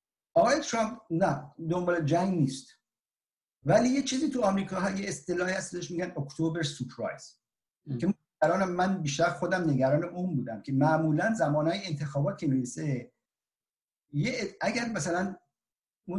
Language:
Persian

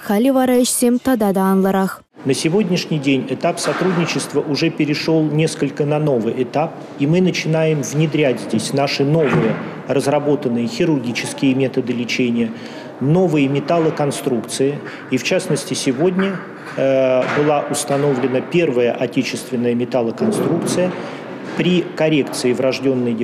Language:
Chuvash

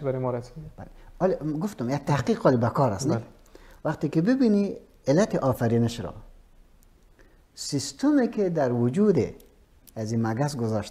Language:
Persian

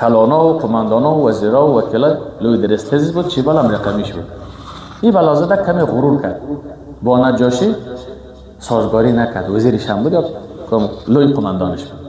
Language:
Persian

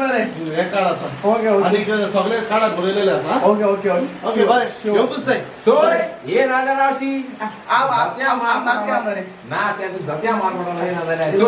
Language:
Konkani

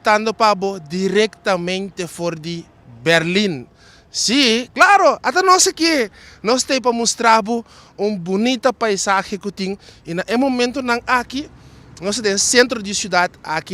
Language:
Papiamento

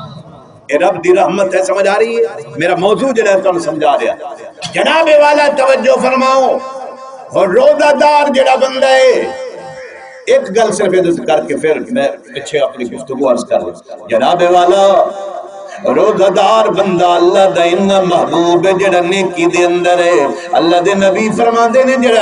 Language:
Saraiki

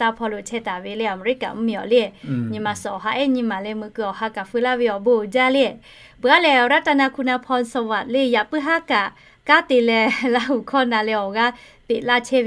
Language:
Lahu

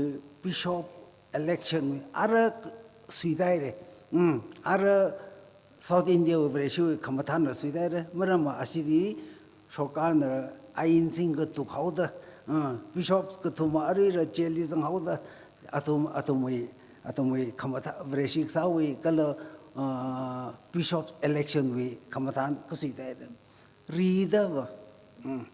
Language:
Tangkhul Naga (India)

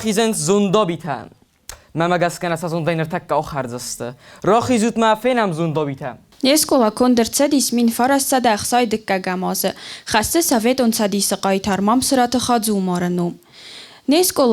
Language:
Ossetic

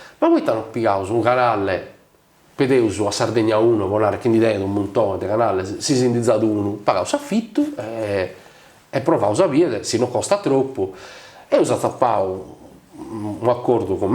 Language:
Sardinian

